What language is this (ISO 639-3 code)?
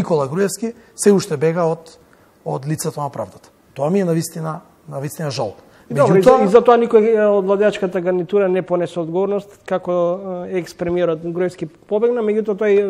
mkd